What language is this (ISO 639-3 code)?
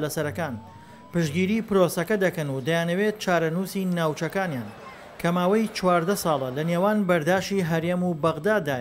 ckb